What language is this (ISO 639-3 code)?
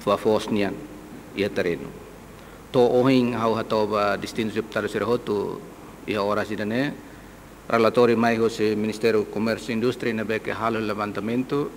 tet